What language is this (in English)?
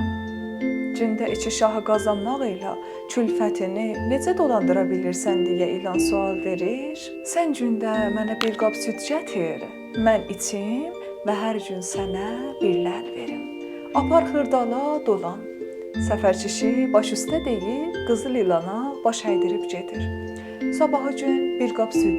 South Azerbaijani